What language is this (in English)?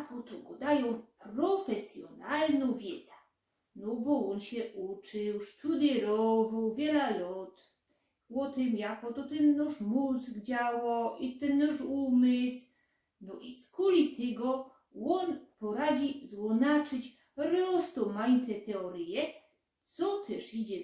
Silesian